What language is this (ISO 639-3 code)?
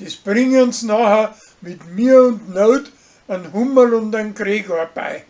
bar